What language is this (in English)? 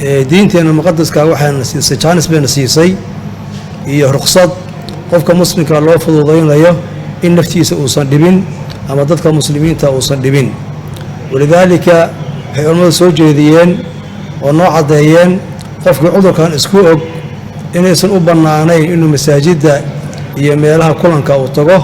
Somali